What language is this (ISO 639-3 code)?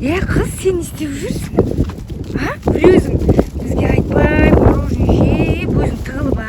kaz